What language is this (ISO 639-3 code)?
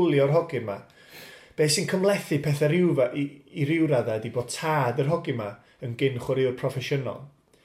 cym